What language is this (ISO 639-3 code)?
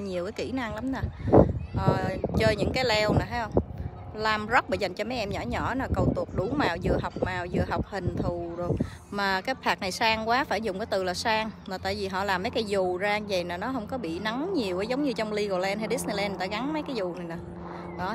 vie